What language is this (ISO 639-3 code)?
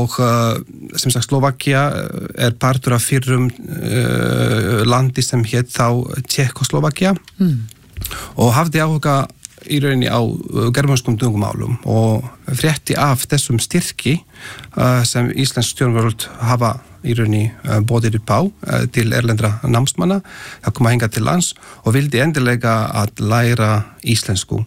isl